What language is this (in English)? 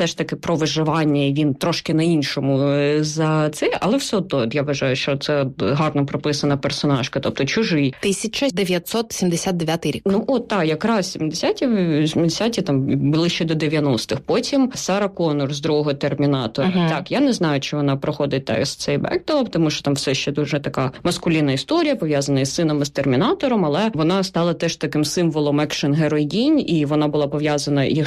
Ukrainian